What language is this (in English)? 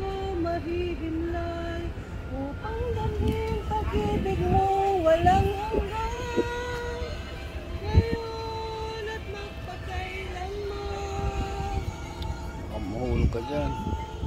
Filipino